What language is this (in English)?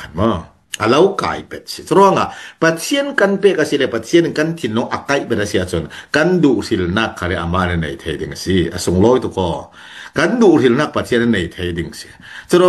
Falam Chin